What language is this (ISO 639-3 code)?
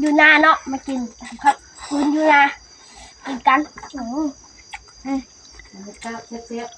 tts